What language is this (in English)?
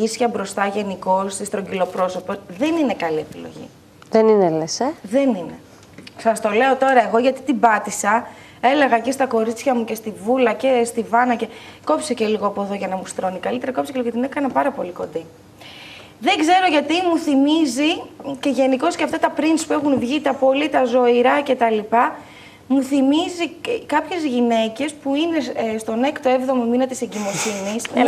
Greek